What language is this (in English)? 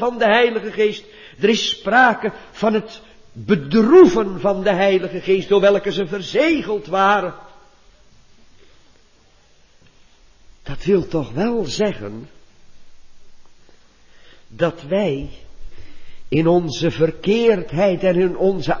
Dutch